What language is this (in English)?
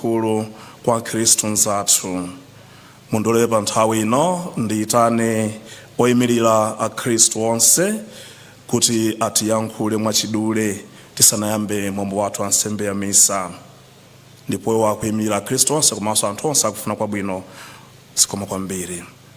Nyanja